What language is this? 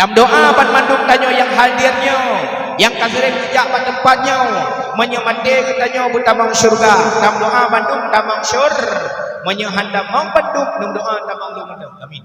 Achinese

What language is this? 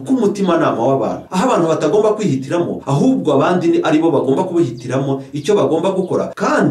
Kinyarwanda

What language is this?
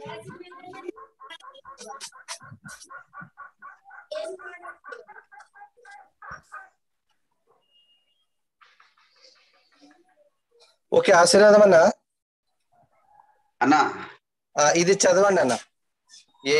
Telugu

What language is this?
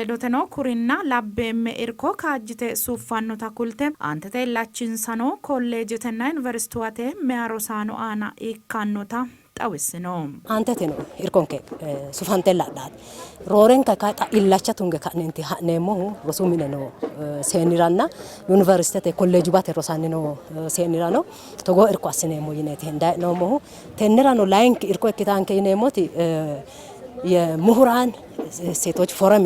Sidamo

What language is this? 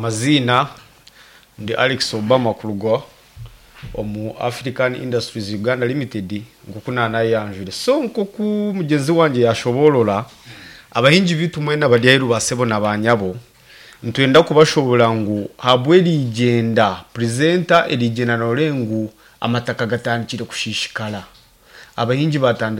Nyankole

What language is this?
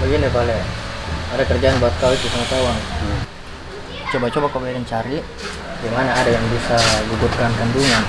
Makassar Malay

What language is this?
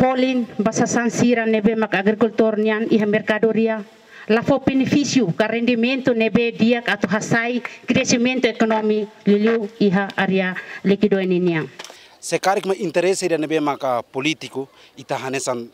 Tetum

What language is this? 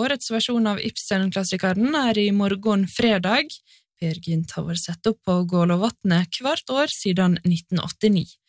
Norwegian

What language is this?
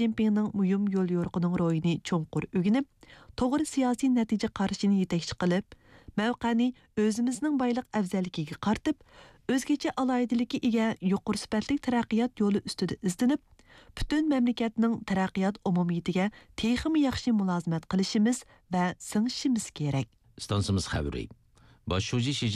Uyghur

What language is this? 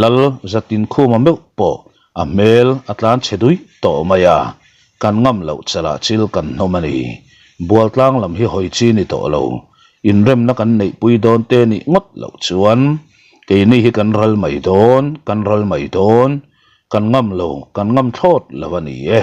Mizo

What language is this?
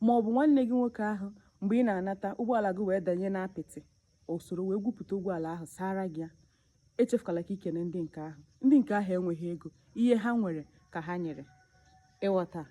Igbo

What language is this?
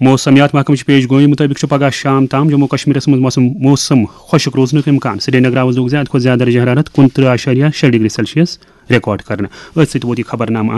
Kashmiri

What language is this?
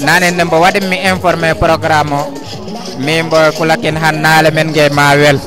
Fula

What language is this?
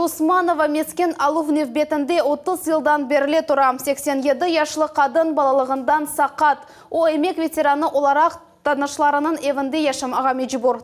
Crimean Tatar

